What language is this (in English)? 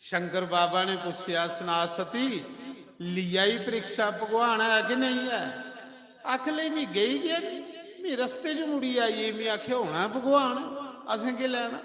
Dogri